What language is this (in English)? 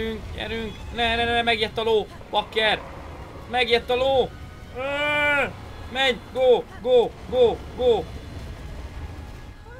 Hungarian